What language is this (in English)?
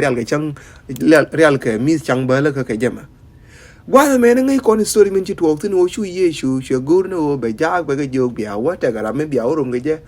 Nuer